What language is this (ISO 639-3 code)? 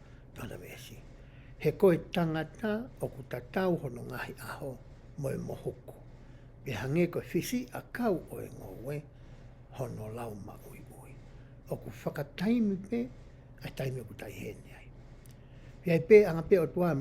ton